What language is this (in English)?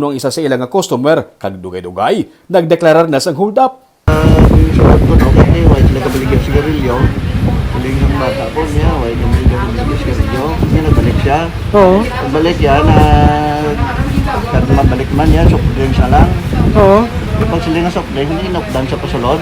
Hiligaynon